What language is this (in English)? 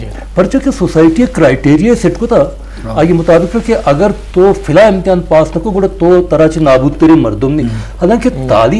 Eastern Balochi